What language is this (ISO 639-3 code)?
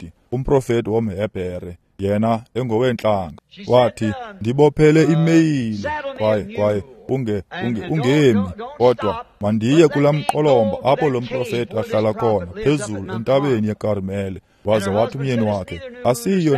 xho